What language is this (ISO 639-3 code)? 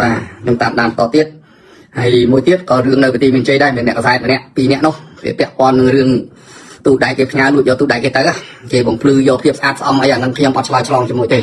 khm